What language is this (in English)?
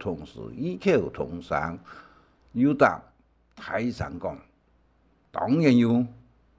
Hakka Chinese